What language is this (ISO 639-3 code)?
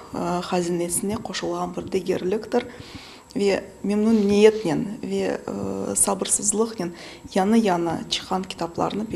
crh